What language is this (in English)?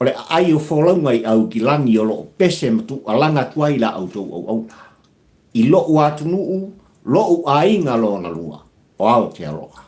Samoan